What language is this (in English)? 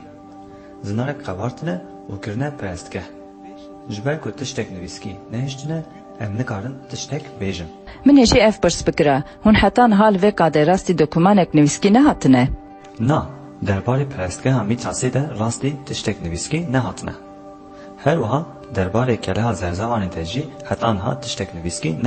Kurdish